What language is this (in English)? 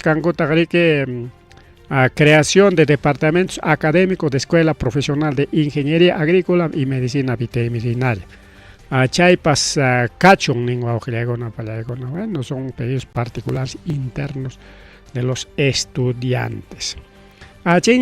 Ayacucho Quechua